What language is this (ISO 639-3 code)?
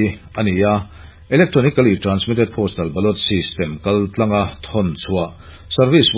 lus